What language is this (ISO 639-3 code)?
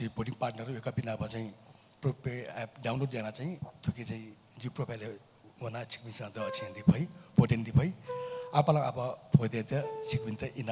new